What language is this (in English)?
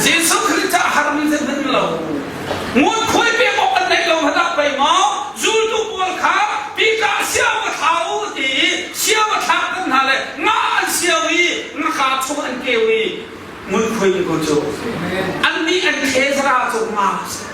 Hakha Chin